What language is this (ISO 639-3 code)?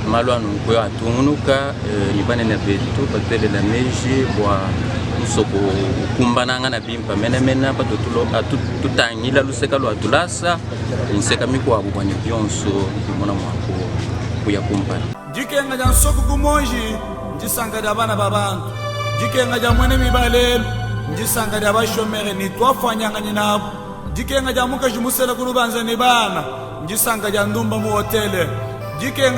lua